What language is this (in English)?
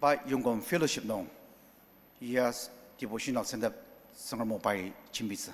Ao Naga